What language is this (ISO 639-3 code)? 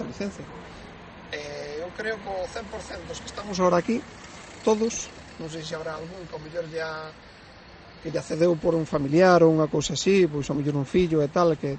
glg